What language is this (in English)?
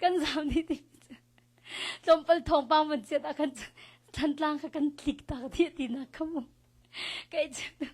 Hakha Chin